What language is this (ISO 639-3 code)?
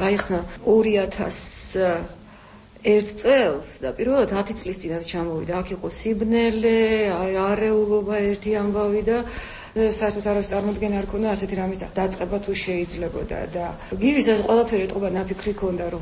kat